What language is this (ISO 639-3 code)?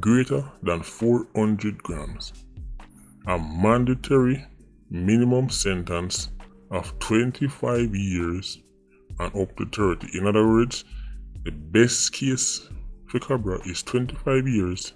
jam